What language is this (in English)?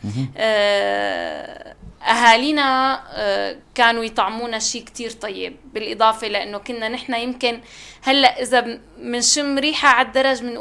North Levantine Arabic